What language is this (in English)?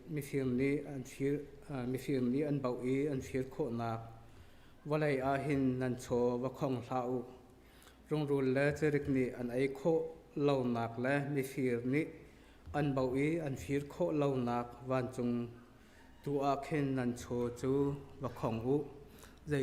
Hakha Chin